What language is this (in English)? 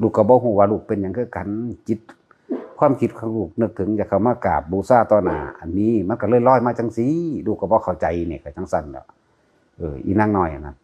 Northeastern Thai